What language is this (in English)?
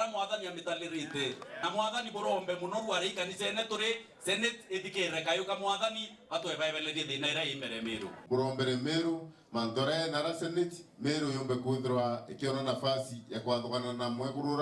Meru